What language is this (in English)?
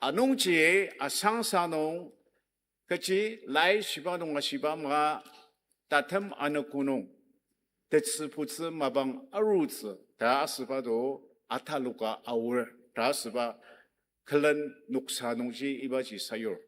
Ao Naga